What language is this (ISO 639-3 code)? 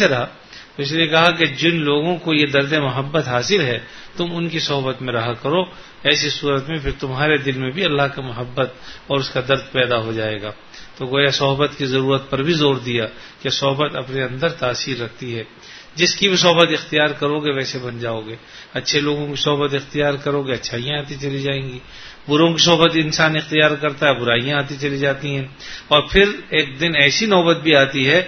urd